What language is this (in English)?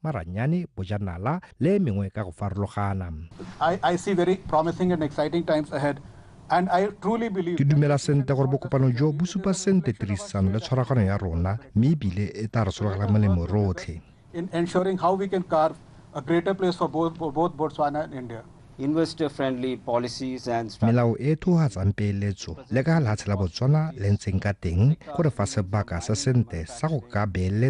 Tswana